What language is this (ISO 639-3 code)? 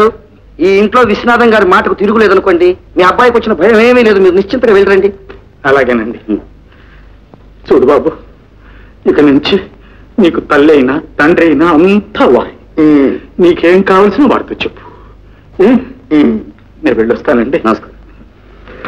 tel